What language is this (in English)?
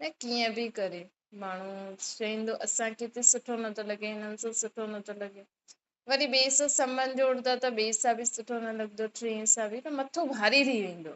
Sindhi